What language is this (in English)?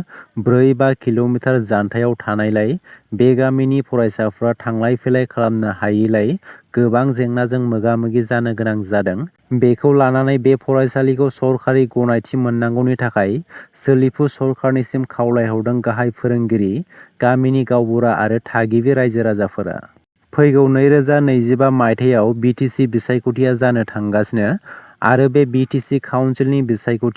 Bodo